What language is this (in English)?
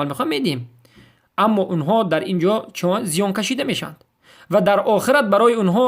Persian